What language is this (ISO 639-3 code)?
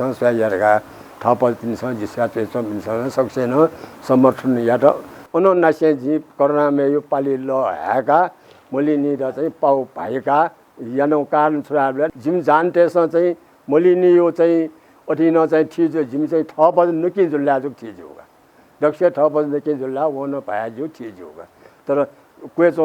new